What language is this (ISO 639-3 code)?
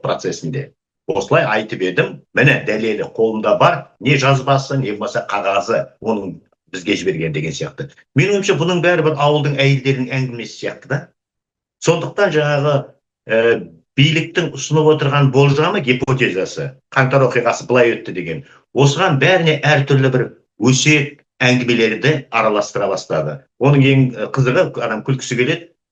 kaz